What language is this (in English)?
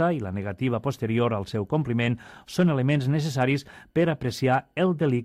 Catalan